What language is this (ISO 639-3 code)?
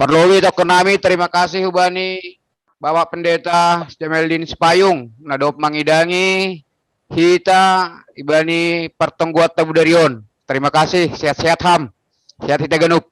bts